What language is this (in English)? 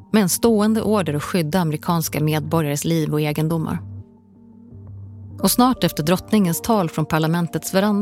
Swedish